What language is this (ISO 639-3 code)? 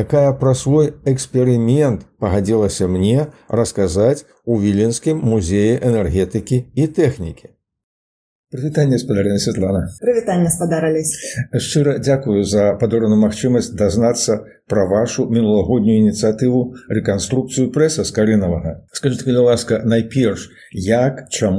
bel